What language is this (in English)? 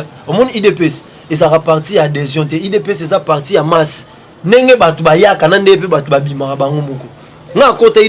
Lingala